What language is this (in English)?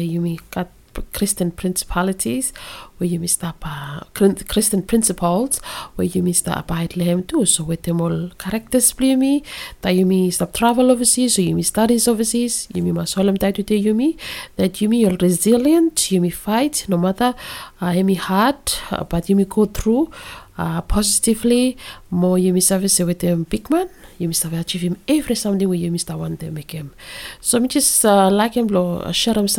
Bislama